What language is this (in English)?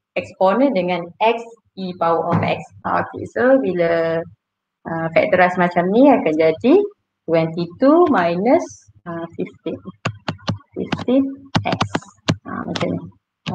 Malay